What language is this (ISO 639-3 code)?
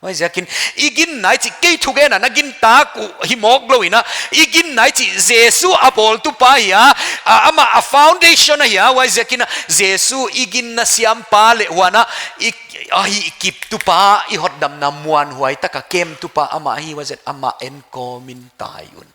pck